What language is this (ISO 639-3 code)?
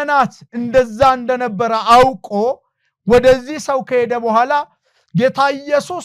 amh